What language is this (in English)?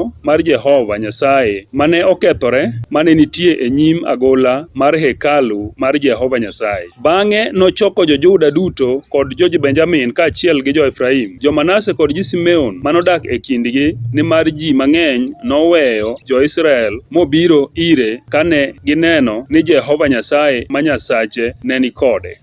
Luo (Kenya and Tanzania)